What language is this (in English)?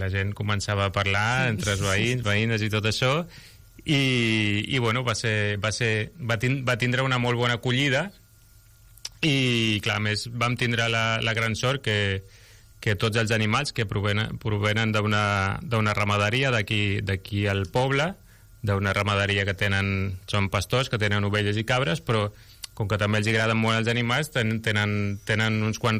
Catalan